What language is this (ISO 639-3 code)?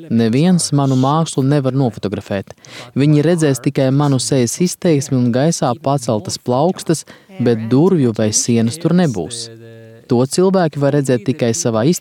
lav